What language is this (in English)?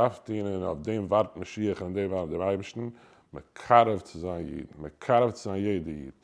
Yiddish